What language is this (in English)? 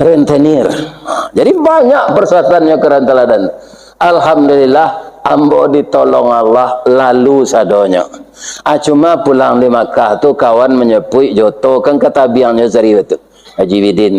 Minangkabau